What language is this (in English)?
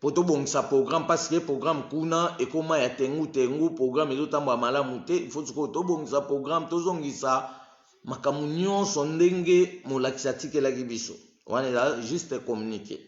Lingala